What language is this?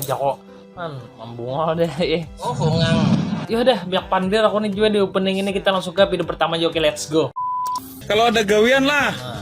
Banjar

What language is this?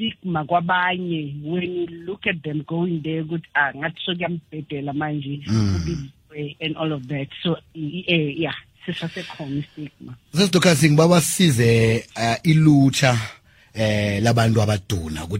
South Ndebele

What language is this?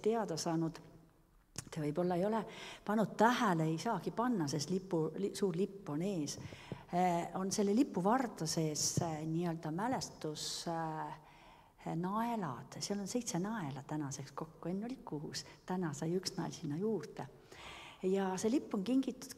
Estonian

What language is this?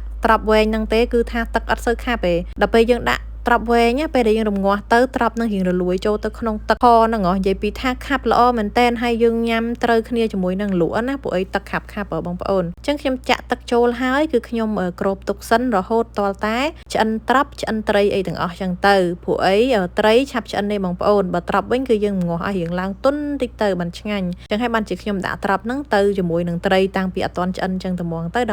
Khmer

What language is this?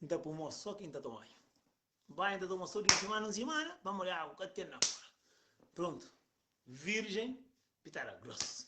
Kabuverdianu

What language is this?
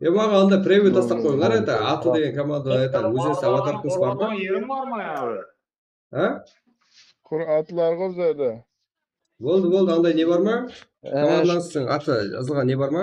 Kara-Kalpak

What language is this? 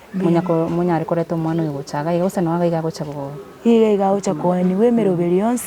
Gusii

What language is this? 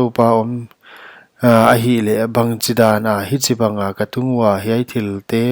Paite Chin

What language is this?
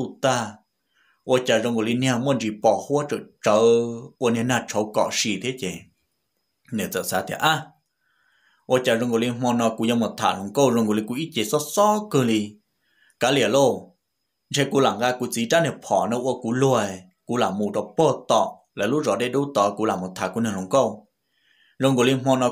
Vietnamese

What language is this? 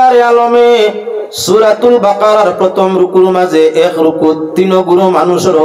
Sylheti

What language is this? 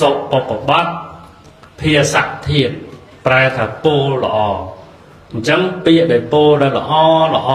Khmer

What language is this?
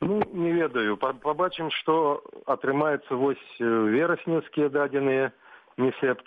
Belarusian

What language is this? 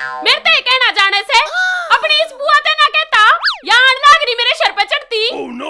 Haryanvi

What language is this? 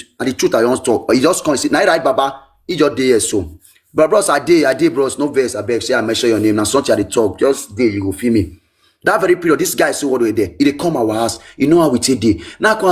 Nigerian Pidgin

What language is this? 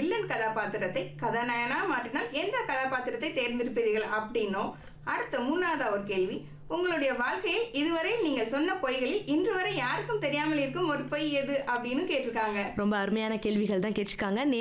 Tamil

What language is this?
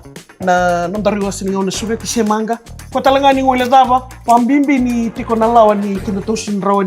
Fijian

